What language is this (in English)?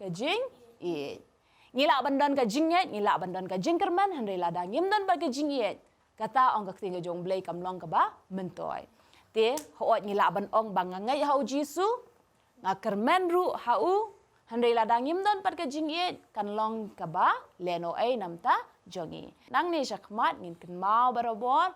Khasi